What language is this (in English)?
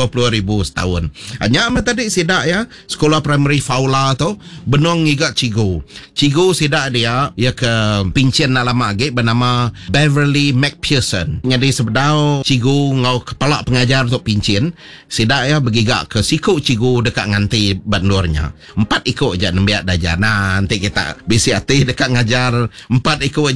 Iban